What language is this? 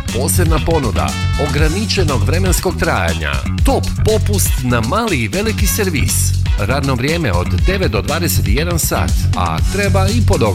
Croatian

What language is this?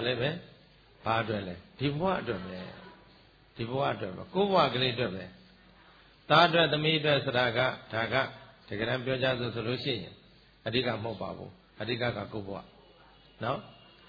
Burmese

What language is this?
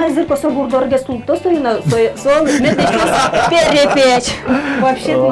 Udmurt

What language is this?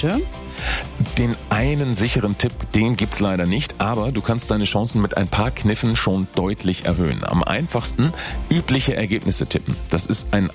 German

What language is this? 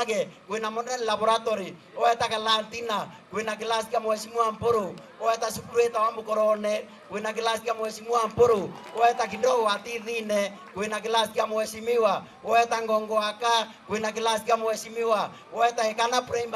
Meru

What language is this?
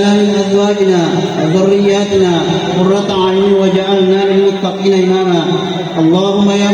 Buginese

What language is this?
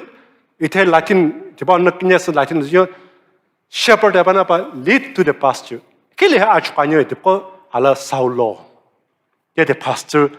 Sumi Naga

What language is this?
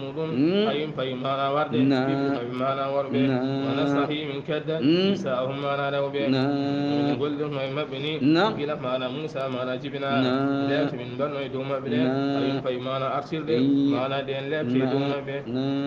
Fula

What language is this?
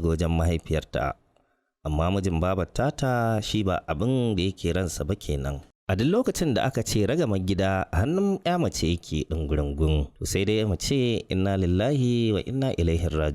Hausa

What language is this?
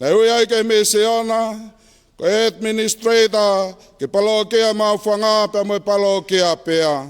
Tongan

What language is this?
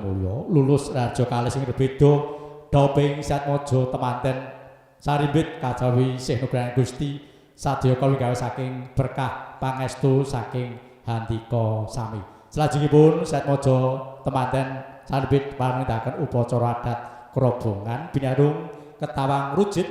Javanese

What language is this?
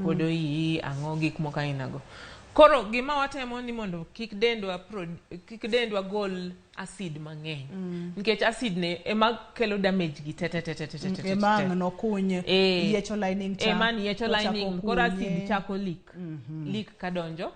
Luo (Kenya and Tanzania)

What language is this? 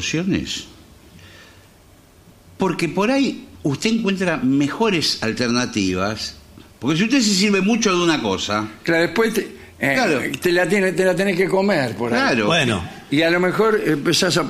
Spanish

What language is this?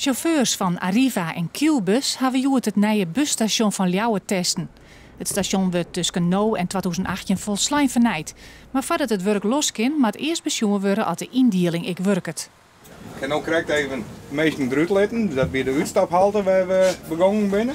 Western Frisian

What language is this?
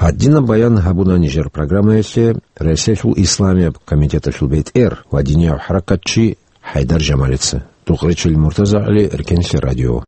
Avaric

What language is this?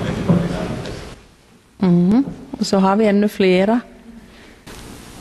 Swedish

